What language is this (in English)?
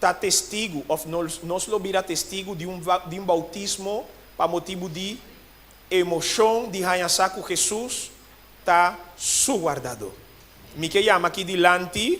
Papiamento